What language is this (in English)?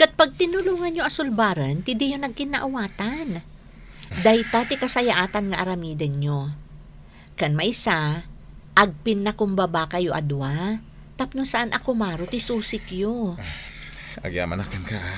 Iloko